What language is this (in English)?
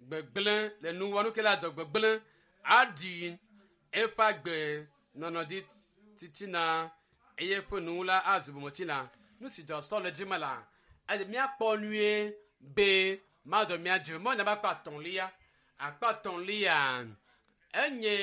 Ewe